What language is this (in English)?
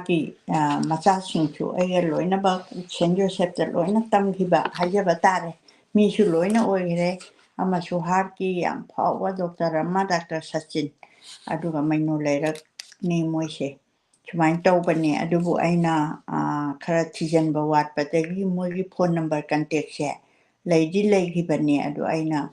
Manipuri